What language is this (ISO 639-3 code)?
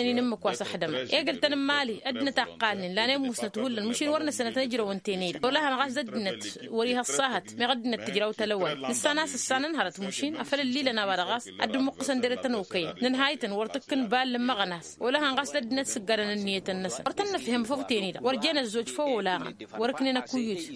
taq